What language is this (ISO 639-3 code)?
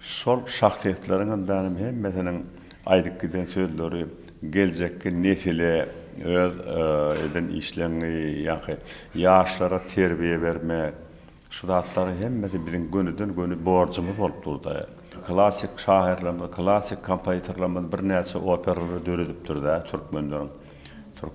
tuk